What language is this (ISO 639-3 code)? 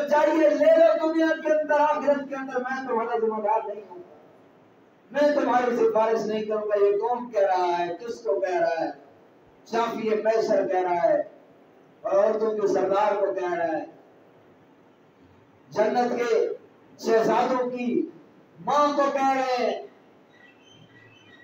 urd